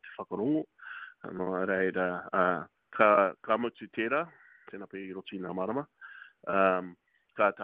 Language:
Māori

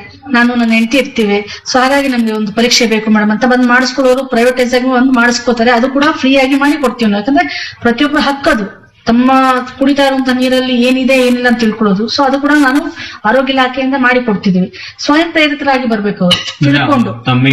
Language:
Kannada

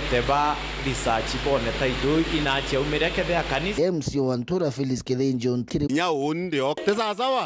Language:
Meru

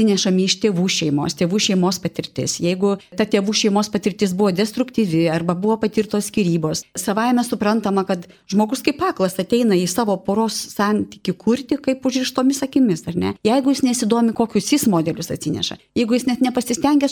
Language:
Lithuanian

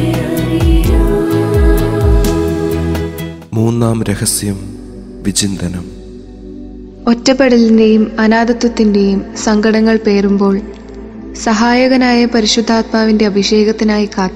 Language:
Malayalam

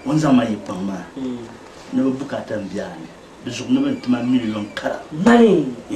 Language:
Dagbani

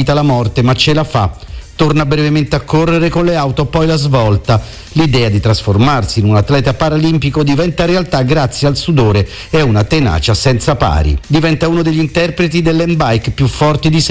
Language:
Italian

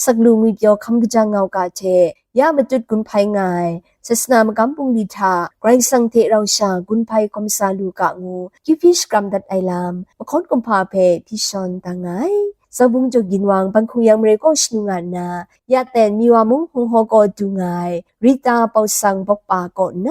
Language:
Kachin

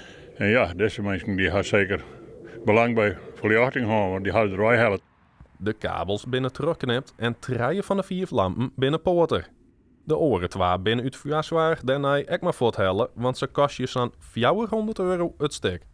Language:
Western Frisian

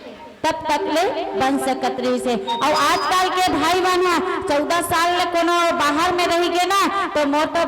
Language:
Chhattisgarhi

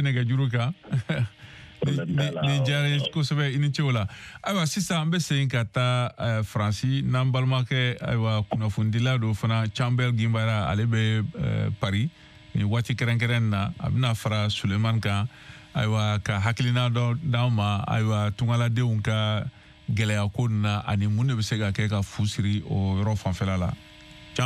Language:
Bambara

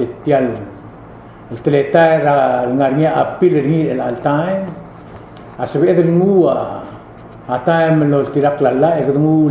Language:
Palauan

